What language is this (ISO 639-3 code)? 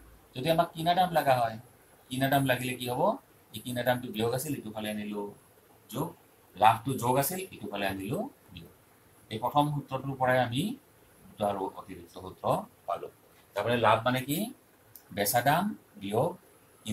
asm